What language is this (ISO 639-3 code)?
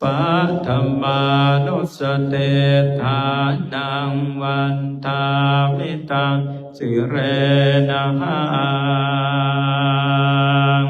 pli